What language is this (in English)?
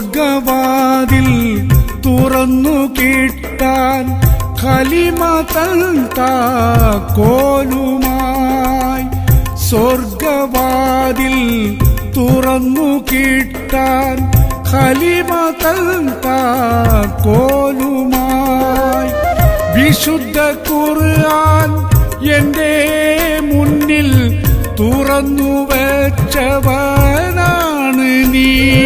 Malayalam